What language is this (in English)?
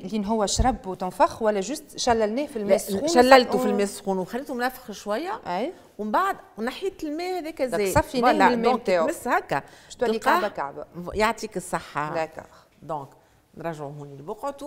Tunisian Arabic